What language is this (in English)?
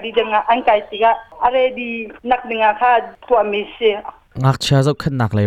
Hakha Chin